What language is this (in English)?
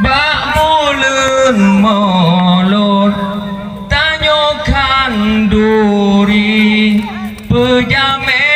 Achinese